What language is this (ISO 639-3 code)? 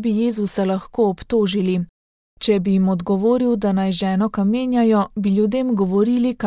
slv